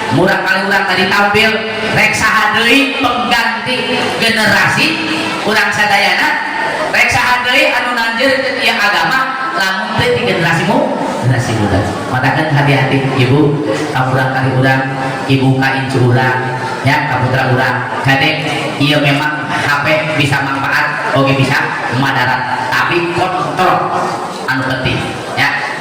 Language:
Sundanese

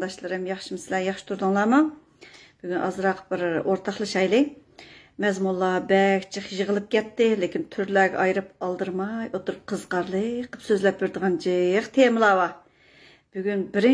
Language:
Uyghur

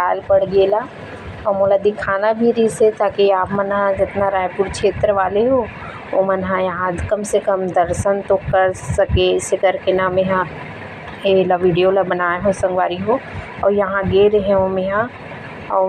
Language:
Chhattisgarhi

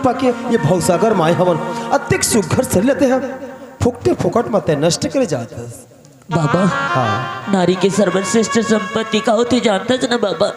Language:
Chhattisgarhi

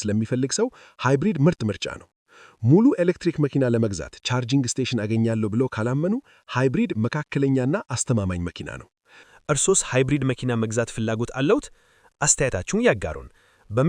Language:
Amharic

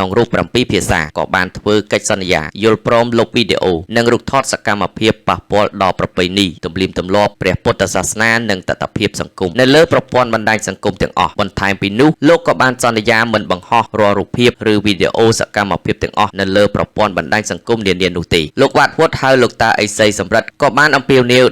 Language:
Khmer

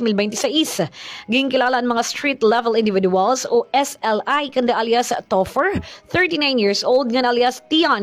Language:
Waray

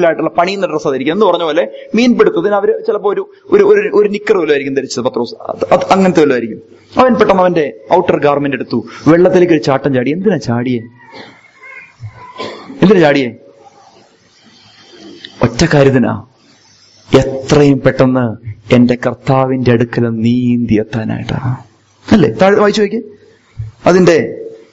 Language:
Malayalam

